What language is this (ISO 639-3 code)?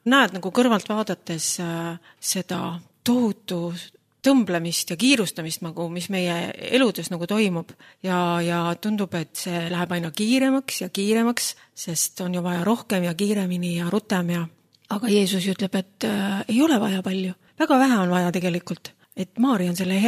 est